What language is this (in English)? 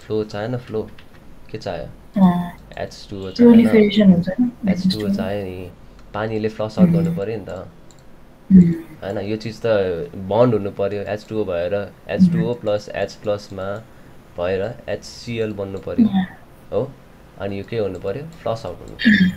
Nepali